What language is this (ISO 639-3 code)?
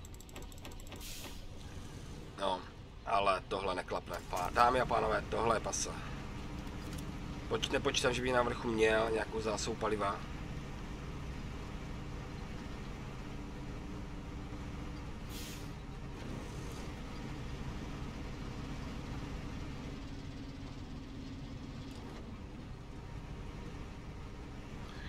ces